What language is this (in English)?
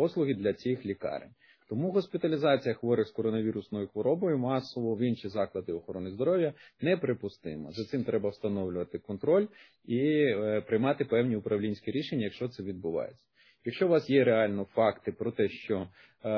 Ukrainian